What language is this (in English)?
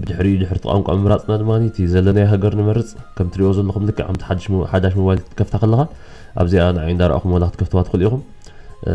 Tigrinya